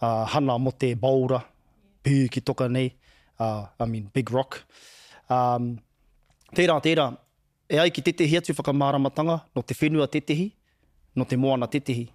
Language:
Māori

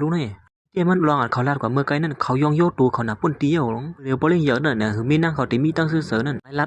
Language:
Shan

